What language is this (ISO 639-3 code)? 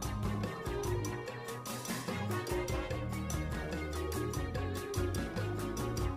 mal